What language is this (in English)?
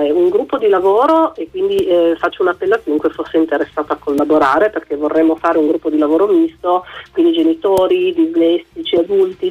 Italian